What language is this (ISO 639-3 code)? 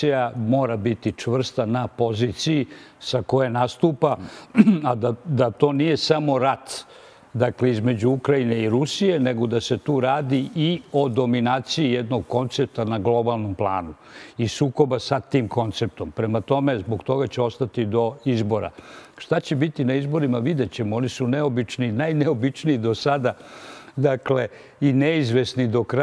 srp